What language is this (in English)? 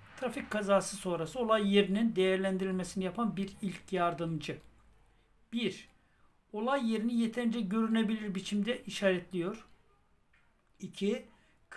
Turkish